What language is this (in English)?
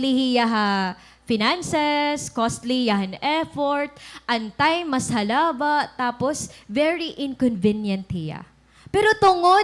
Waray